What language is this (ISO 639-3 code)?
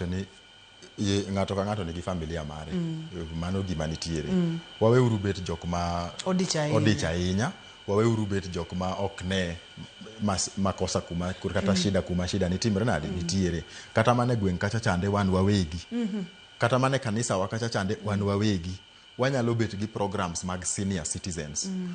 luo